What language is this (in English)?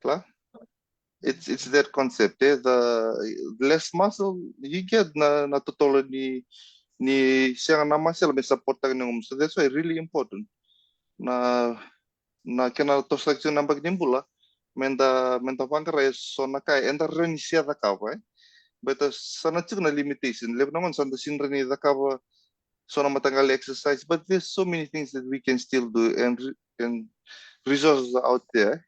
Fijian